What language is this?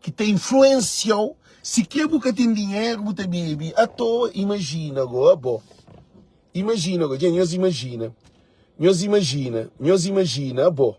Kabuverdianu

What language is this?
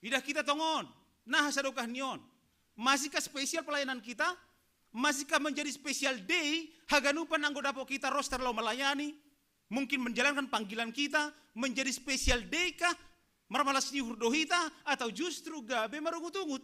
Batak Simalungun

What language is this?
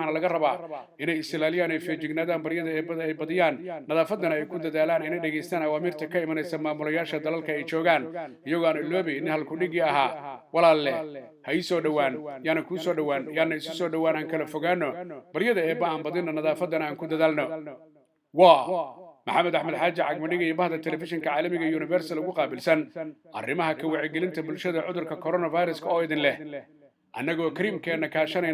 Somali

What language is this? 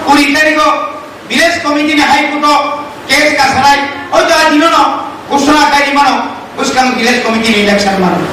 Kok Borok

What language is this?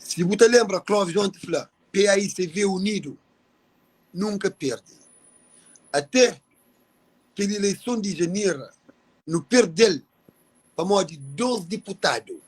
Kabuverdianu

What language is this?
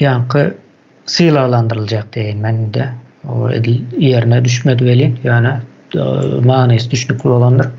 Turkmen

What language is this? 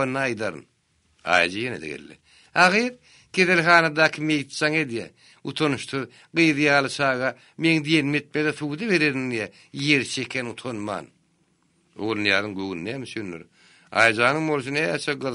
Turkmen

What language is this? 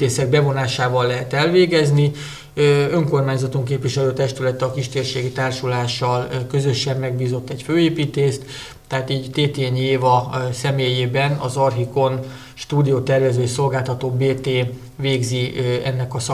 Hungarian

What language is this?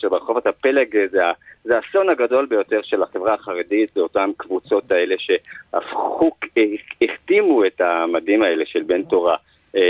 Hebrew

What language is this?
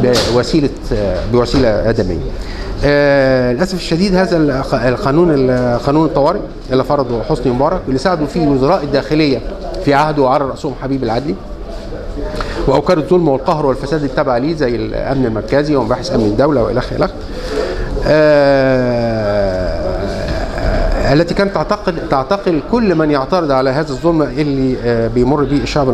Egyptian Arabic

